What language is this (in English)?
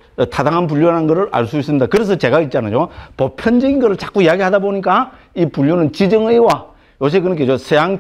Korean